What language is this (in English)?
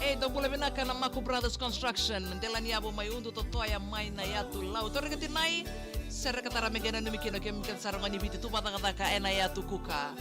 Fijian